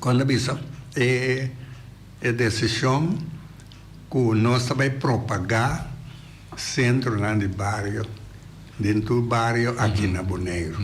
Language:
Papiamento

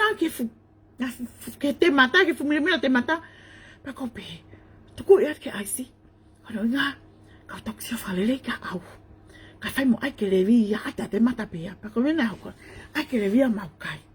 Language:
Tongan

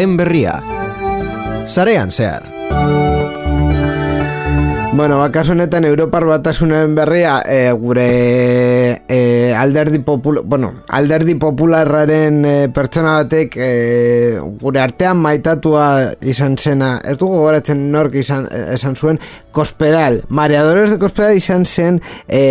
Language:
Basque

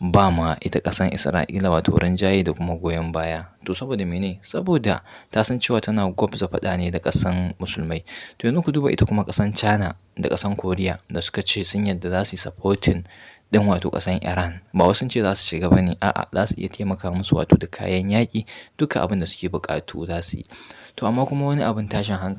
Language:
Hausa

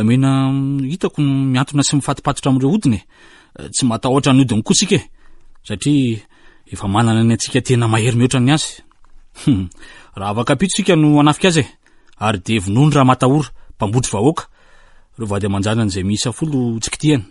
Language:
Malagasy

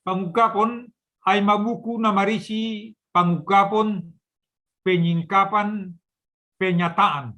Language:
Batak Simalungun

